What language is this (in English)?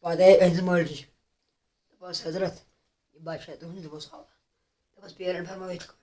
Kashmiri